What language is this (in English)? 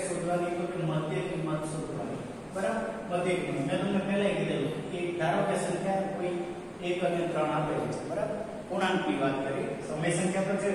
Gujarati